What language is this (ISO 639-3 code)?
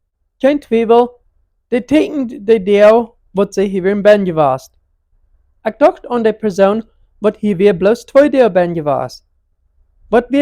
pdt